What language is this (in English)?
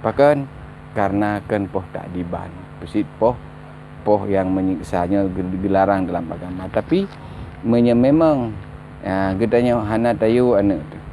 Achinese